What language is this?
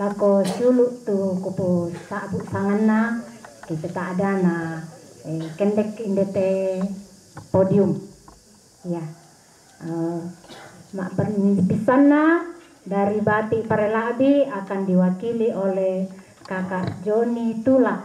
Toraja-Sa'dan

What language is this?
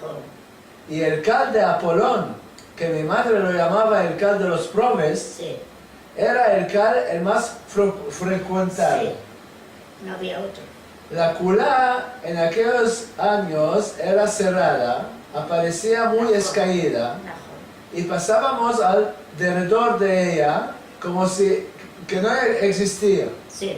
Ladino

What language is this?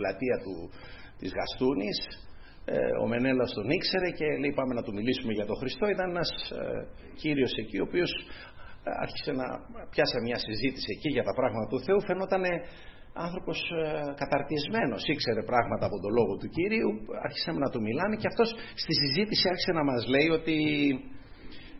Greek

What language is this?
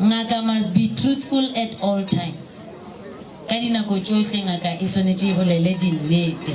Northern Sotho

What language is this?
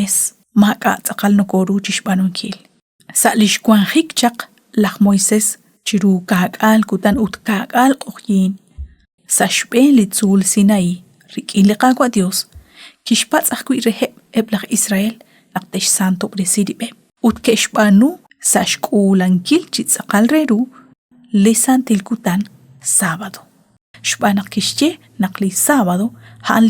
Kekchí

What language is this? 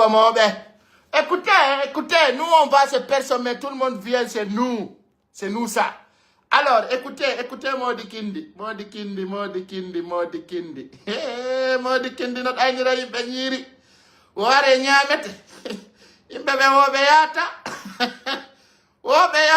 Fula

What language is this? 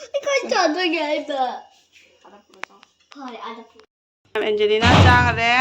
Manipuri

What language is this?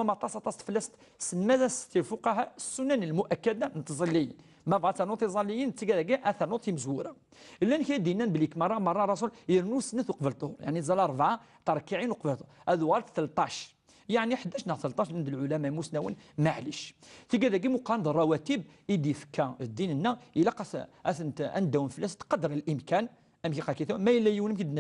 Kabyle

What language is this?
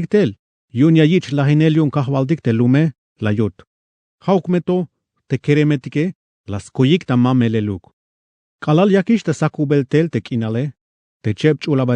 Tzeltal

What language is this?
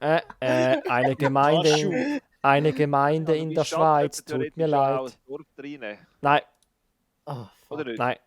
Swiss German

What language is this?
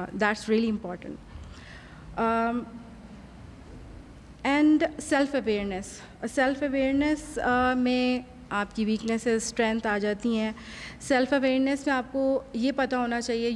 Urdu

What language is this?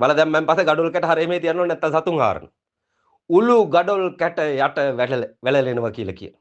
Sinhala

